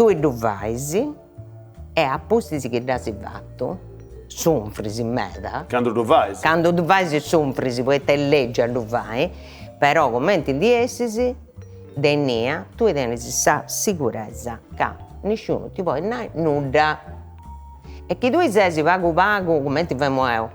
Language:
Sardinian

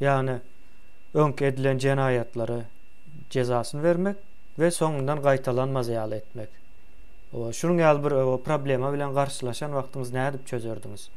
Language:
Turkmen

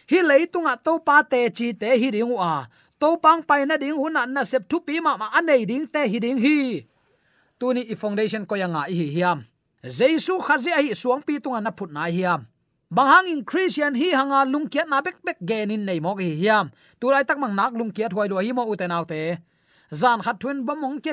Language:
Tedim Chin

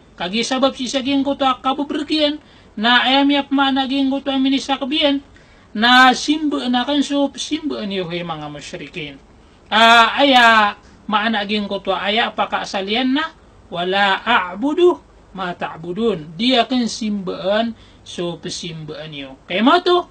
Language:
Maranao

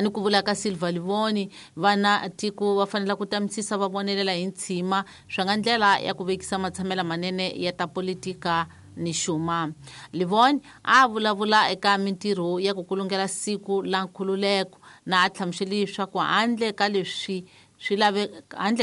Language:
Tsonga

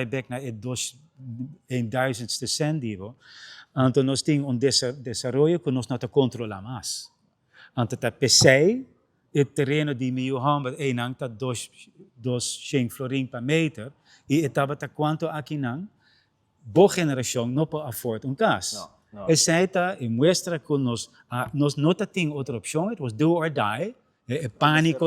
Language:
Papiamento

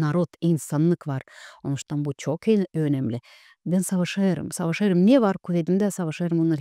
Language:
Gagauz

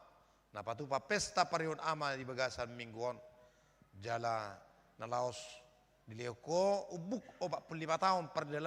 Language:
Batak Toba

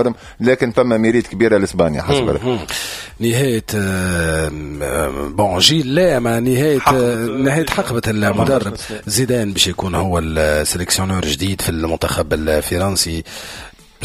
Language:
Tunisian Arabic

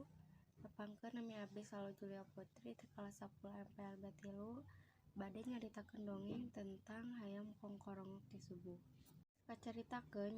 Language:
Sundanese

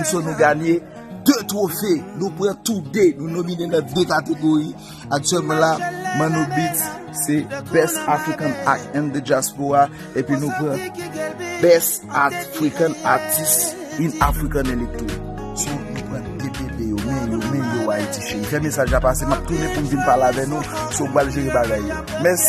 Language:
Haitian Creole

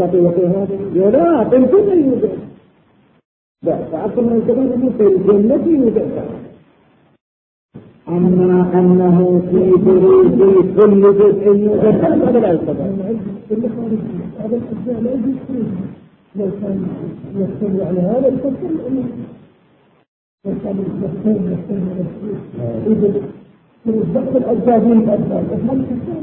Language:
Arabic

